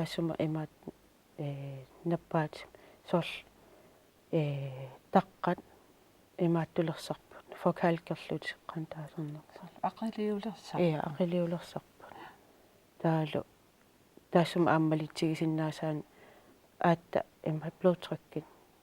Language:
Kalaallisut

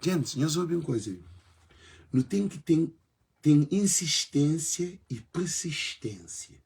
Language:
Kabuverdianu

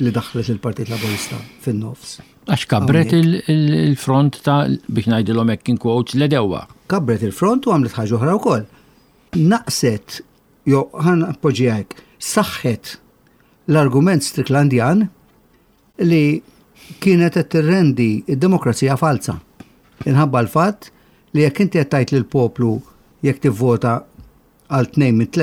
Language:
Maltese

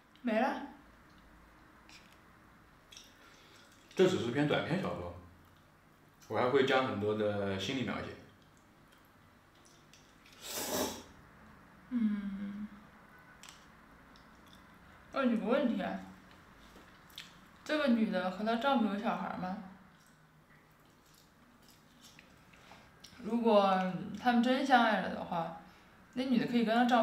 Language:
Chinese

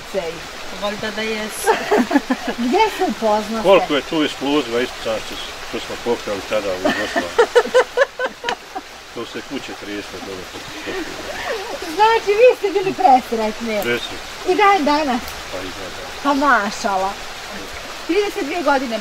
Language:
Bosnian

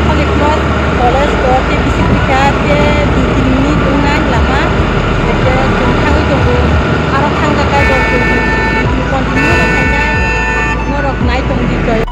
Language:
Kok Borok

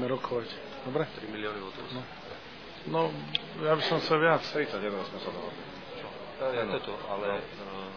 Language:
Slovak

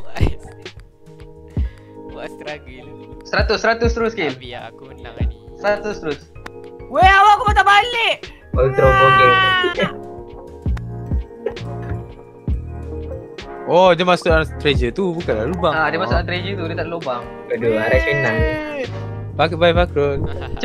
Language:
Malay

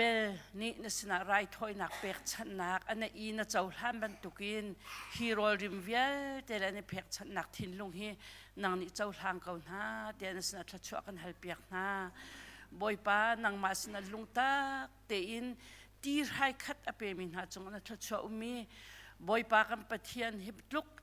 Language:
Hakha Chin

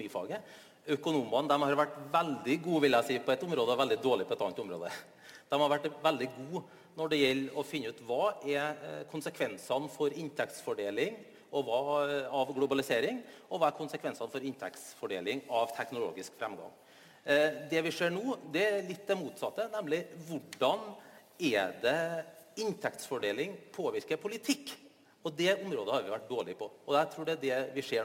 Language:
Norwegian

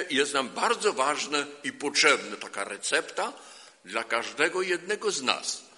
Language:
Polish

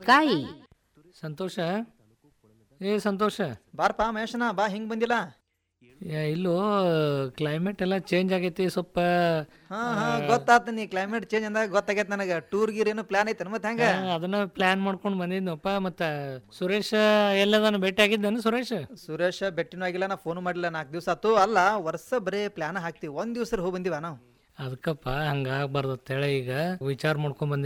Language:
Kannada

